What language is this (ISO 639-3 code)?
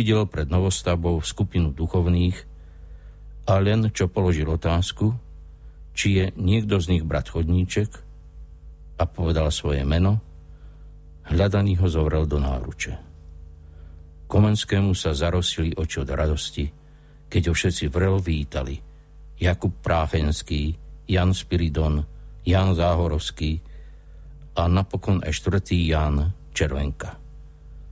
slk